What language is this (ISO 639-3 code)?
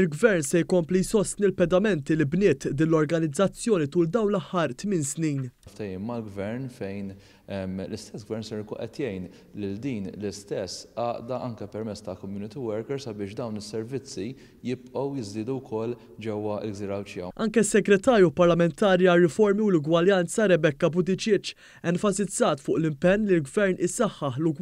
mlt